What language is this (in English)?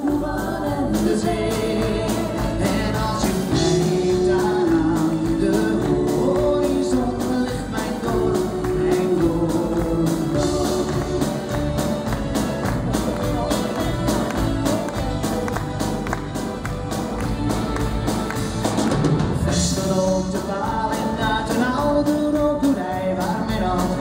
Dutch